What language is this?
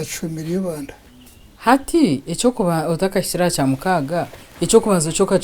Nyankole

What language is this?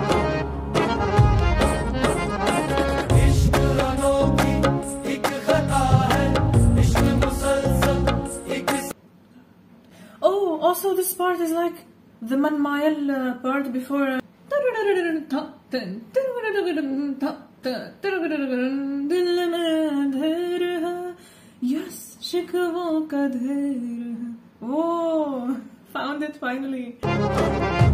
Hindi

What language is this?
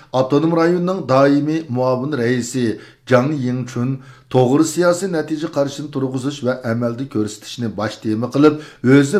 Uyghur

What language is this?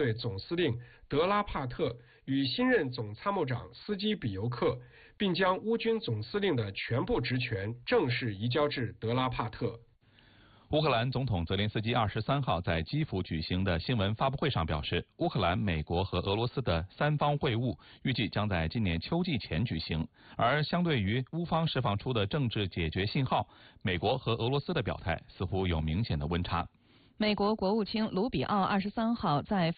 Chinese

